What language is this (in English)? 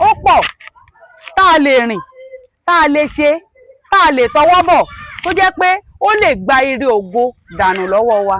Yoruba